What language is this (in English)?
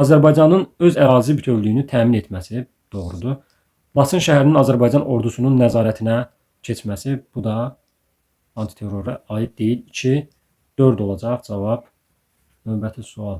Azerbaijani